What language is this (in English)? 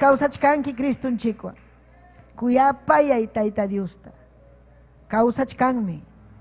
Ayacucho Quechua